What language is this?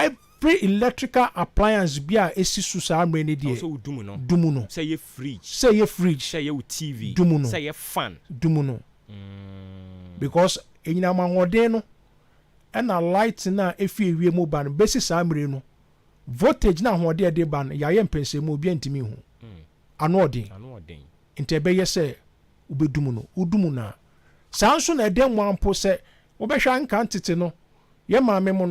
Akan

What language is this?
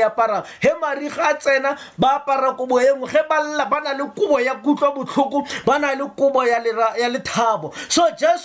Tswana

